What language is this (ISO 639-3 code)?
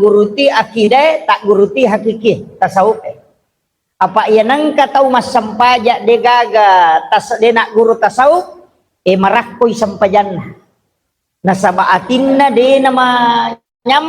bug